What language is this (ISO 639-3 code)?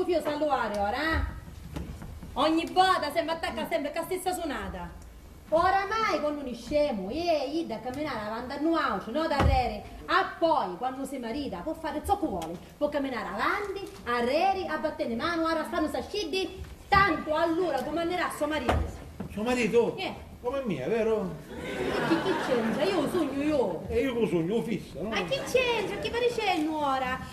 scn